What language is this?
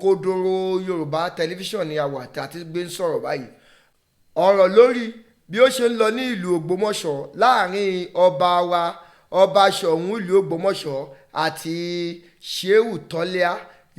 Yoruba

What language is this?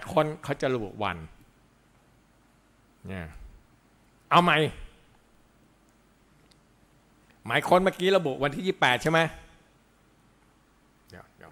Thai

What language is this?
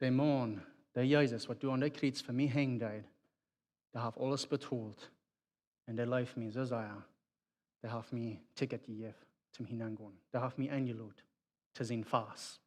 Plautdietsch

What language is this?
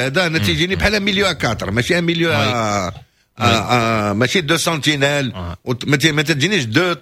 Moroccan Arabic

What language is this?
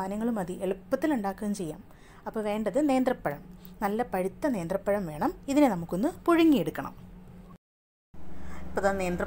Malayalam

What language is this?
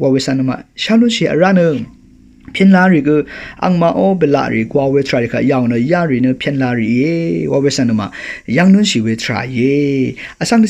Rawang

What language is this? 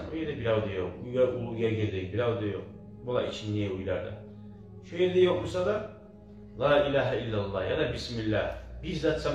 Kumyk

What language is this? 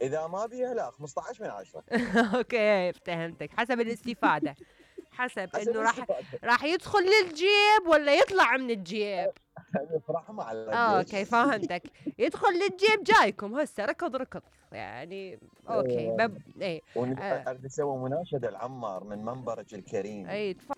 Mesopotamian Arabic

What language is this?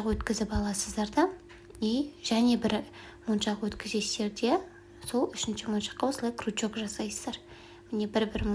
Kazakh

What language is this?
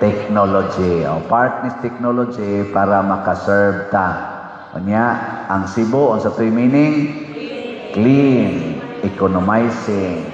Cebuano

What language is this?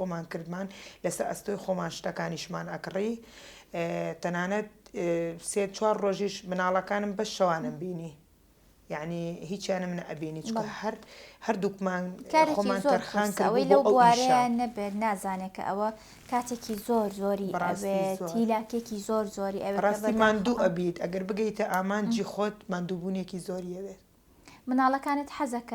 Central Kurdish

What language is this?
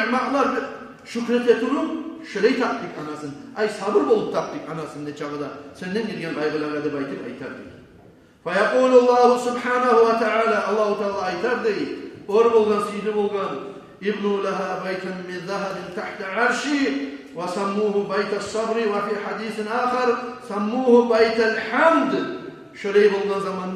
Kumyk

